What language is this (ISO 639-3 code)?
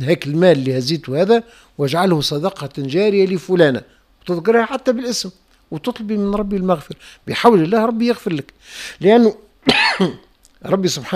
aeb